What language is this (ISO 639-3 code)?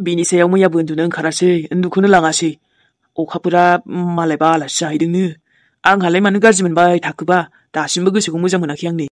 brx